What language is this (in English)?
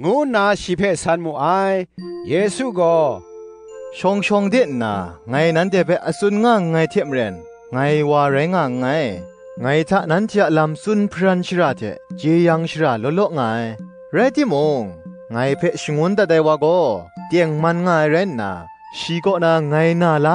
Kachin